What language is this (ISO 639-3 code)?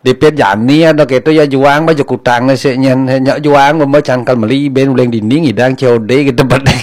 ban